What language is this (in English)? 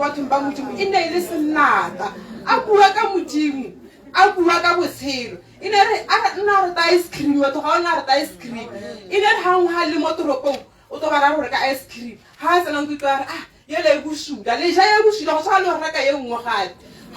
Tswana